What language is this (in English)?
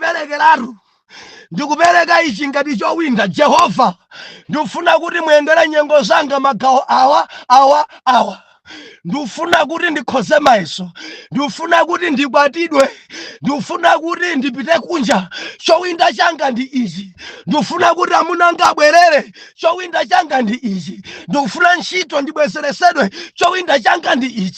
Nyanja